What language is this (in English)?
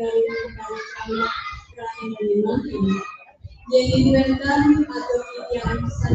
Balinese